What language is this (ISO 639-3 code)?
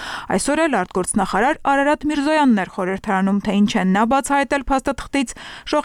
hye